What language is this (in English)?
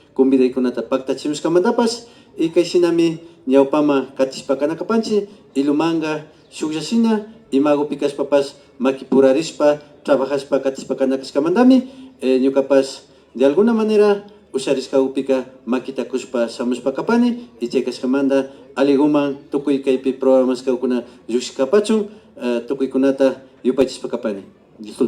Imbabura Highland Quichua